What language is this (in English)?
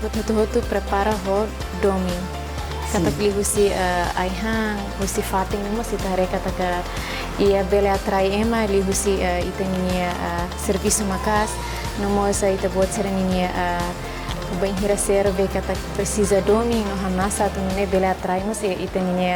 Tetum